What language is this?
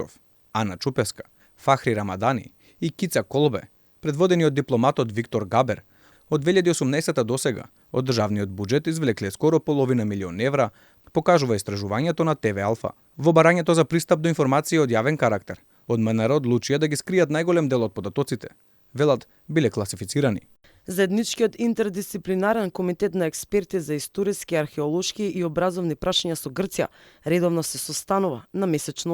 Macedonian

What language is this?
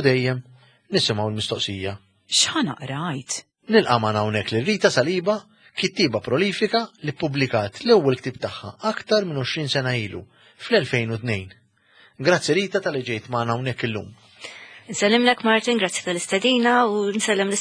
Maltese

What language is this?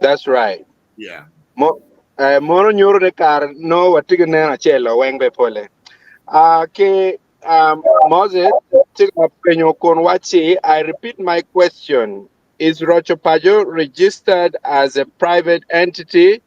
Acoli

